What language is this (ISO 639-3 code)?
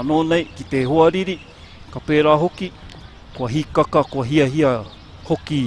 mri